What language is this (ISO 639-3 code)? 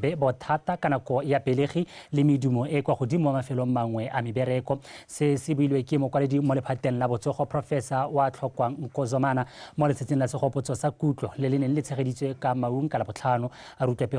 tsn